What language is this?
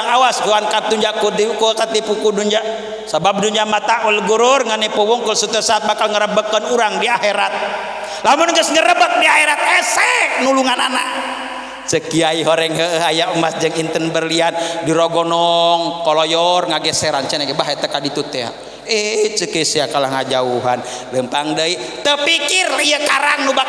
Sundanese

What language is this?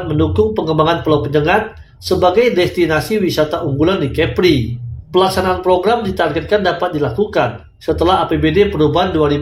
Indonesian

